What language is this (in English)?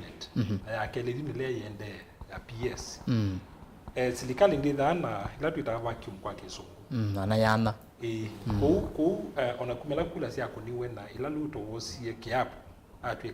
Kamba